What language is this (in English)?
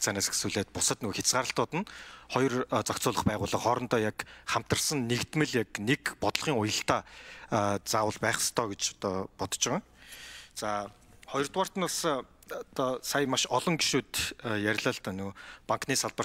Mongolian